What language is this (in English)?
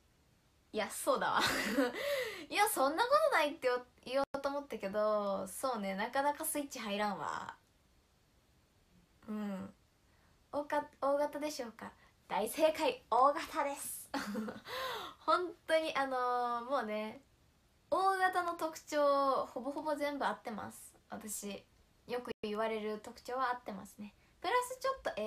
Japanese